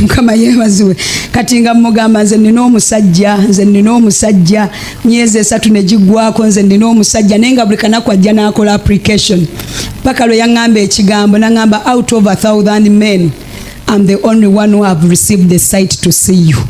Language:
Ganda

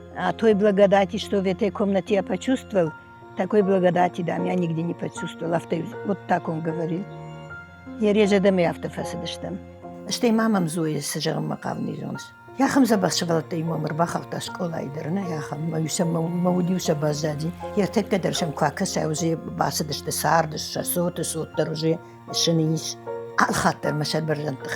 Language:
Ossetic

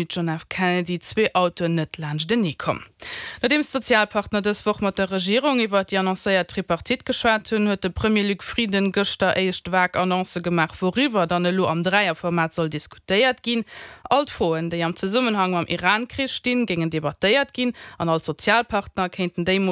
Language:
Luxembourgish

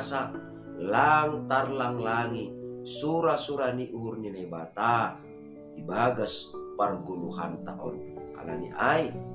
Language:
Batak Simalungun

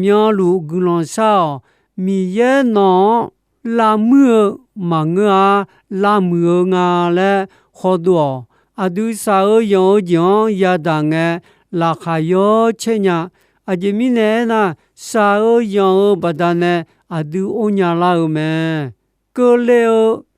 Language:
Akha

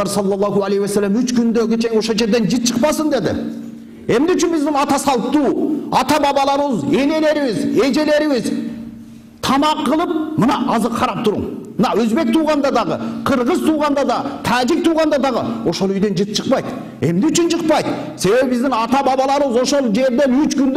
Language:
Kyrgyz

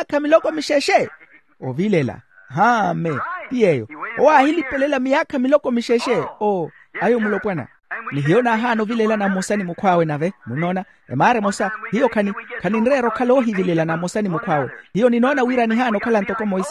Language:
Makhuwa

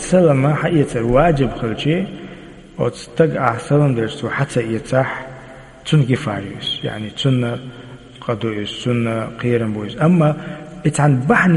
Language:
Chechen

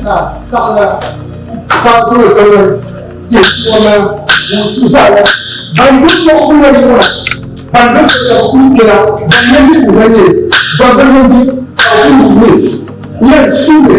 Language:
Dagbani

